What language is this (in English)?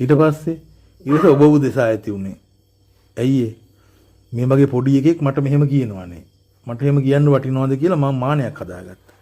Sinhala